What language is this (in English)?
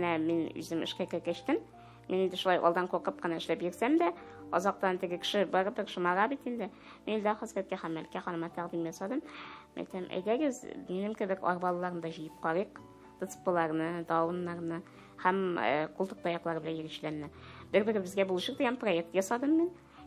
Tatar